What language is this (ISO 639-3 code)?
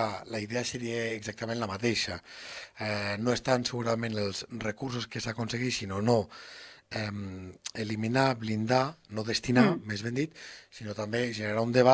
cat